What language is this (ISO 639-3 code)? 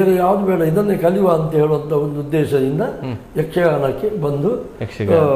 kan